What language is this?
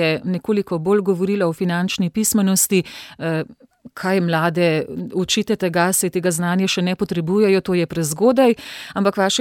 Slovenian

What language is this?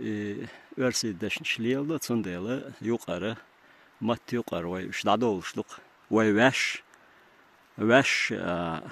Chechen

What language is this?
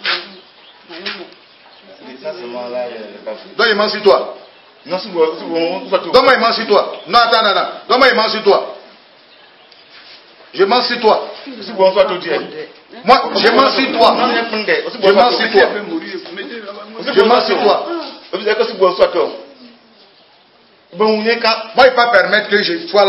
French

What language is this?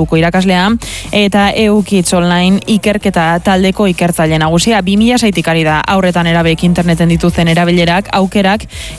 Basque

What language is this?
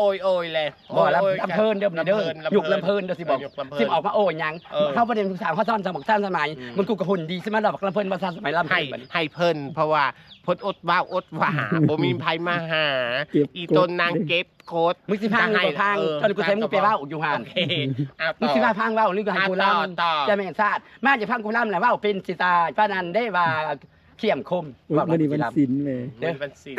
Northeastern Thai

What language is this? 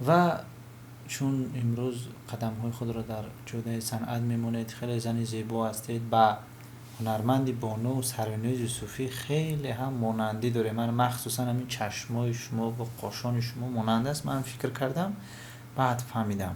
Tajik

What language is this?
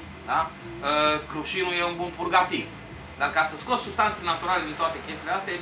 Romanian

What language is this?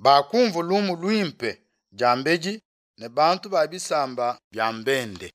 Luba-Lulua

